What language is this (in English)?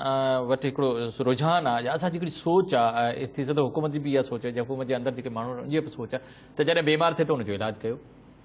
Sindhi